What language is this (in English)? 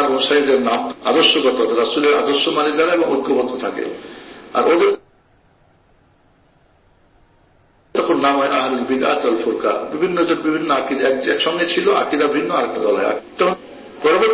Bangla